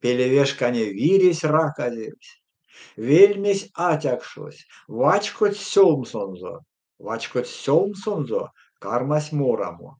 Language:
Erzya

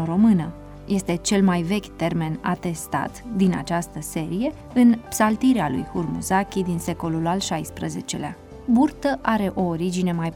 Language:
Romanian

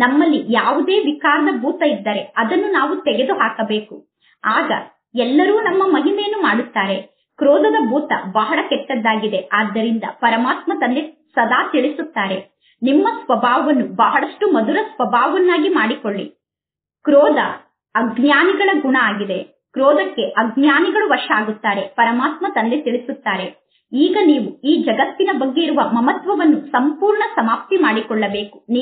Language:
Kannada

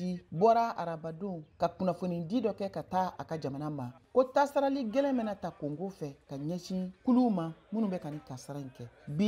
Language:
Bambara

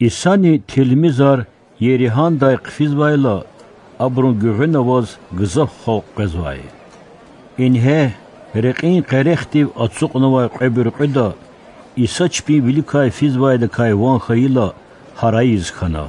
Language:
Lezghian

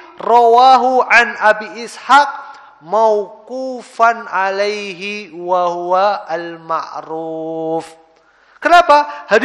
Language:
Indonesian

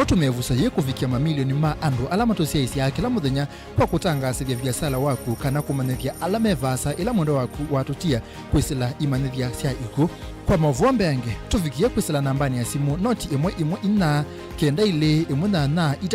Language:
Kamba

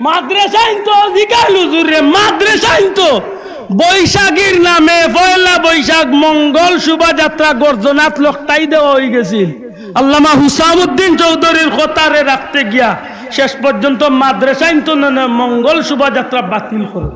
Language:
Sylheti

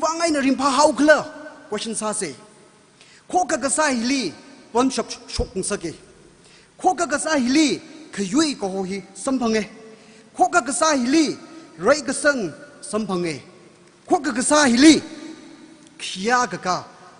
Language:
Tangkhul Naga (India)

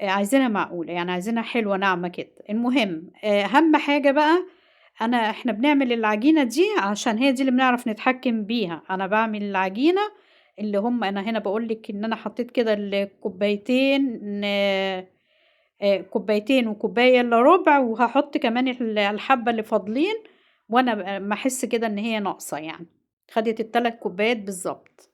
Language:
Egyptian Arabic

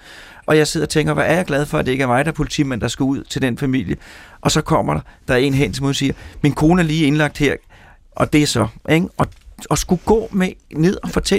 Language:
Danish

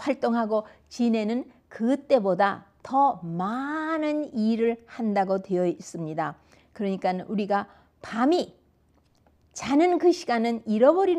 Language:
Korean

